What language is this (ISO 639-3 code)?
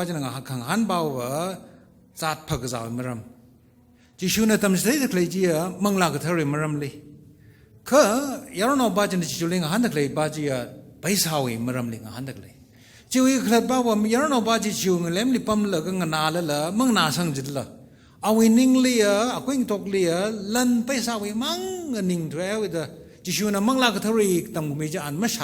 nmf